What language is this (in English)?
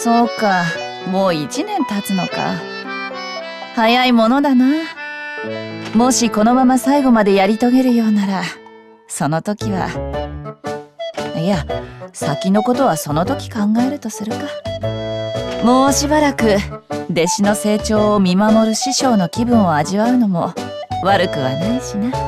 Japanese